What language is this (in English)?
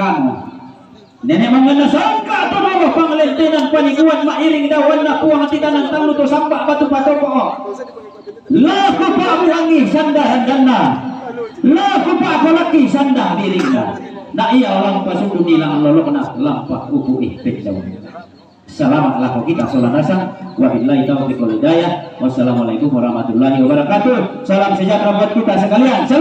Toraja-Sa'dan